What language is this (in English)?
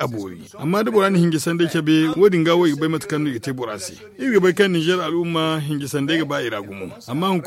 Zarma